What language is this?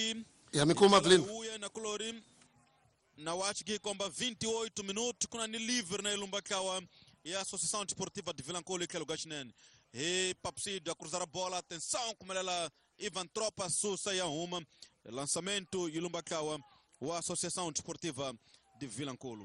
Tsonga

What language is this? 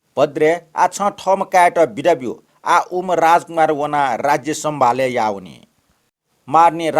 Newari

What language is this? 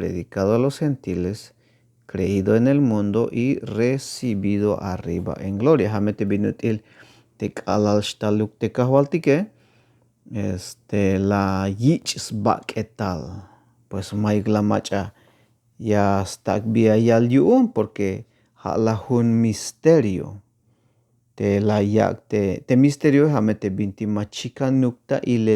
Tzeltal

